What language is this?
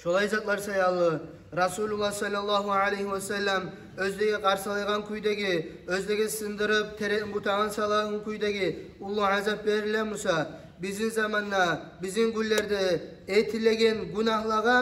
Kumyk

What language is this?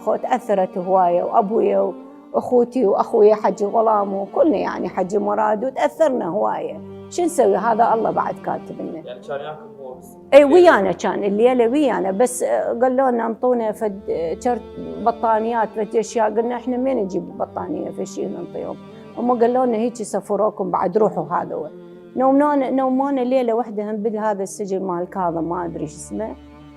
Mesopotamian Arabic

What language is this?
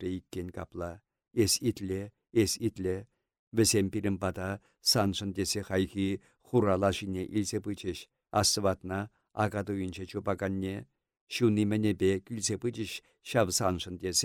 Chuvash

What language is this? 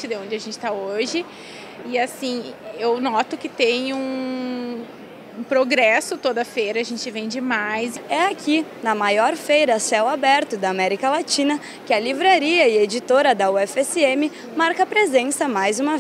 Portuguese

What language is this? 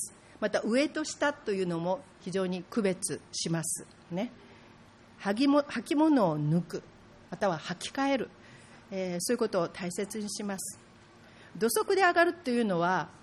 Japanese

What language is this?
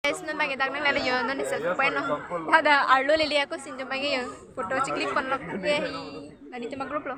Karbi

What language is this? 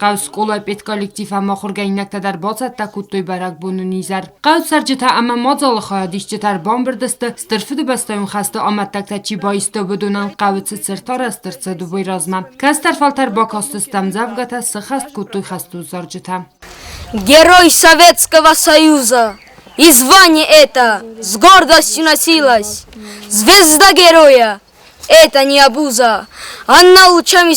Ossetic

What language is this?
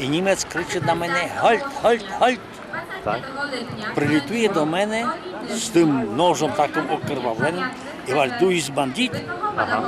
Rusyn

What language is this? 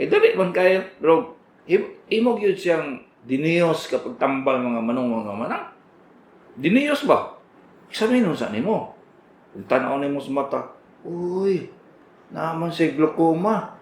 Cebuano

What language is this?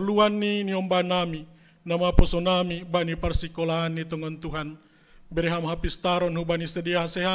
Batak Simalungun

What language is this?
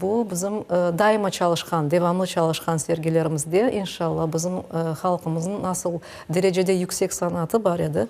Crimean Tatar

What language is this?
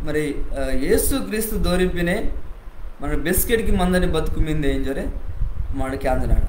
Koya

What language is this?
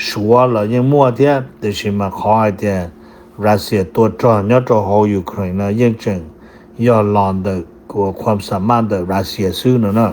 Hmong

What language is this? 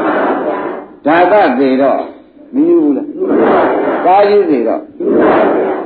Burmese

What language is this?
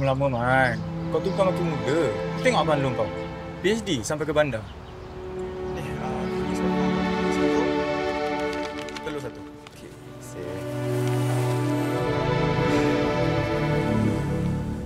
Malay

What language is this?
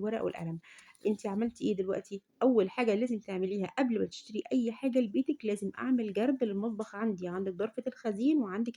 Egyptian Arabic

